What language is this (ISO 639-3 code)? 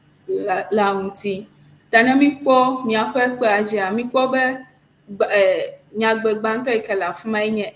ewe